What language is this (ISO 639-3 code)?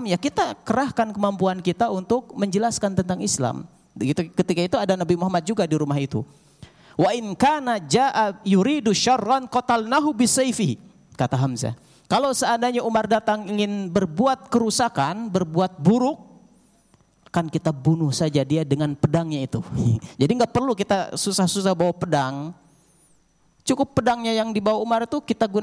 ind